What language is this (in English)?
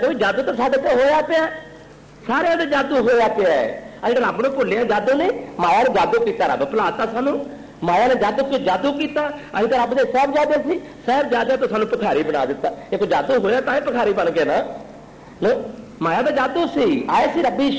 Punjabi